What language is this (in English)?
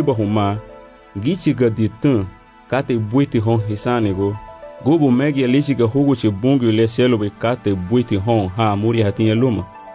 Garifuna